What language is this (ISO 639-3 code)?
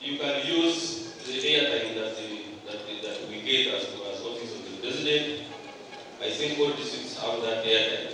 nyn